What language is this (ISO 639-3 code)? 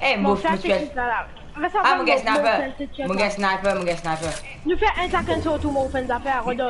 mfe